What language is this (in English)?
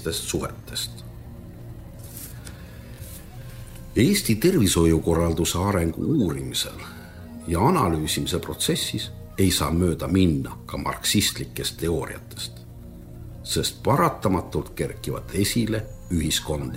Estonian